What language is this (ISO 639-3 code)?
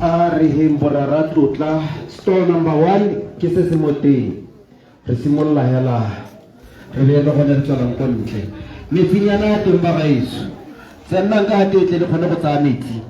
tsn